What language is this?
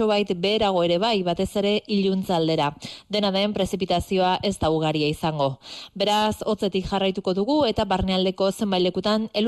Basque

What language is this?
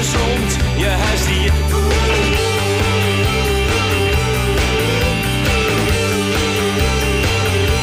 Dutch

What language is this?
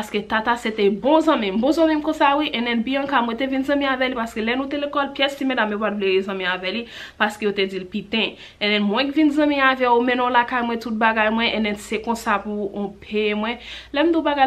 Haitian Creole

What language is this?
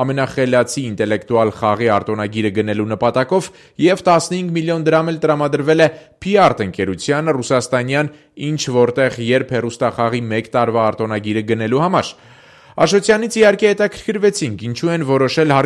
Armenian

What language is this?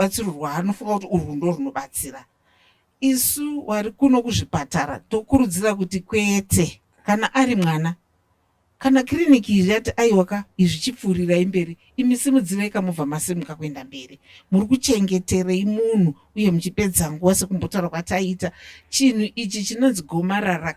Shona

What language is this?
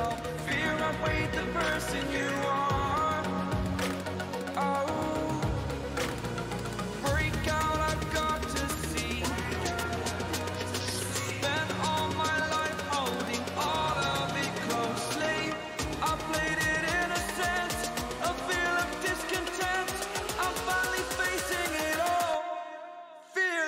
English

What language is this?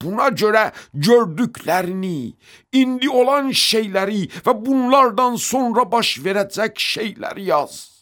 Azerbaijani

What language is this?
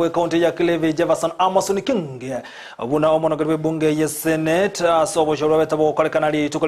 Gusii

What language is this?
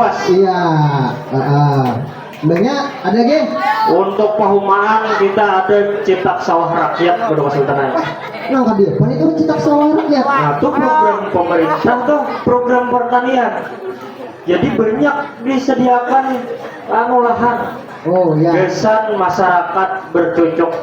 Banjar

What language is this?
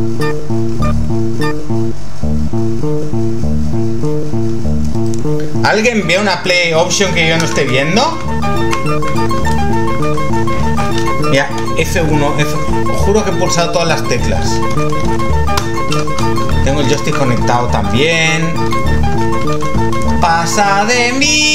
Spanish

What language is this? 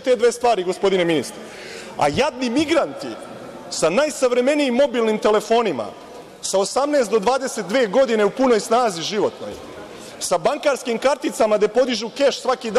Serbian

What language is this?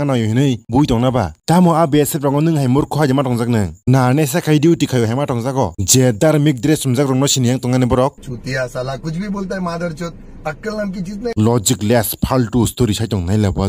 Kok Borok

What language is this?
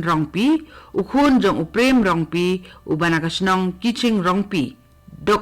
Khasi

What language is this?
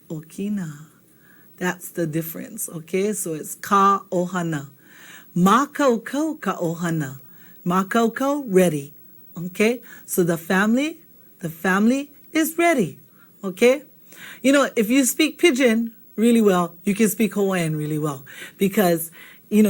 Hawaiian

